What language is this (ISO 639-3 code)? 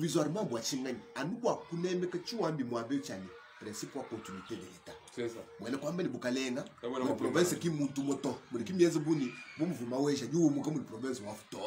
lua